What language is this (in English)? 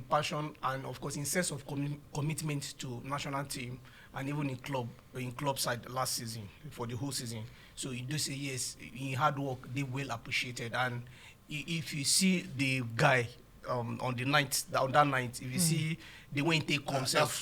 Nigerian Pidgin